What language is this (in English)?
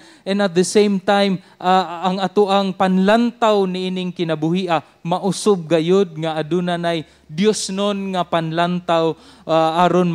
Cebuano